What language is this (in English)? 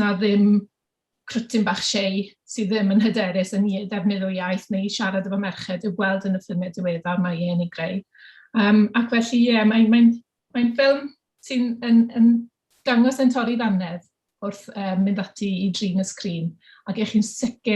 Welsh